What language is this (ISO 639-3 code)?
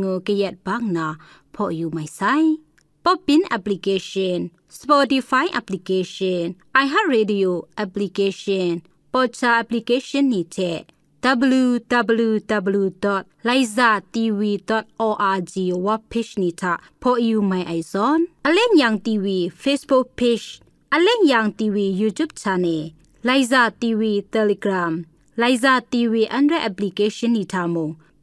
kac